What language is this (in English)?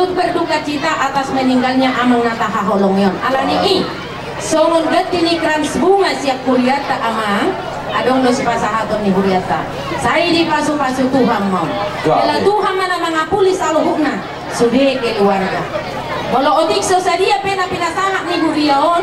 Batak Toba